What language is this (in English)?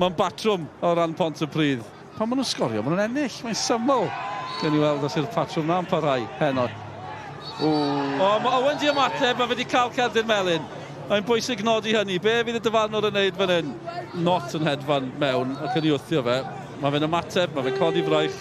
Welsh